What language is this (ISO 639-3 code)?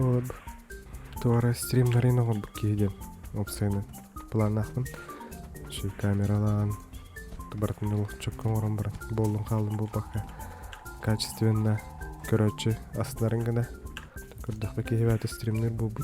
sah